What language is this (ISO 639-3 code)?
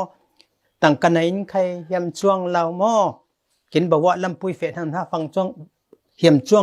cfm